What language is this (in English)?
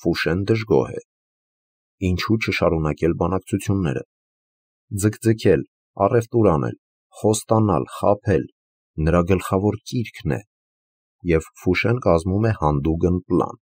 Armenian